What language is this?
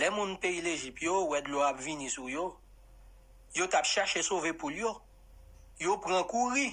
Haitian Creole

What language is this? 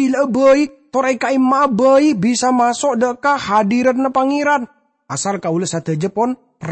Madurese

